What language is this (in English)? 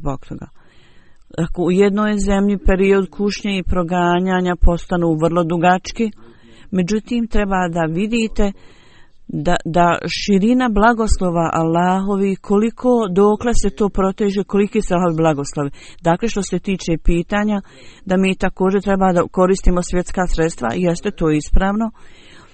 Bosnian